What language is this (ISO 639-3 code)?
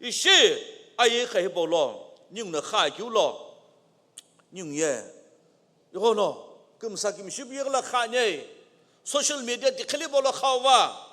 nsm